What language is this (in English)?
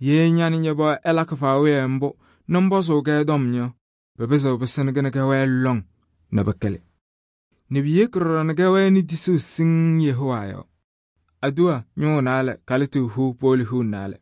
Kabiyè